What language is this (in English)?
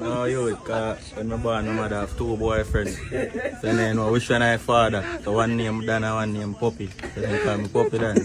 Jamaican Creole English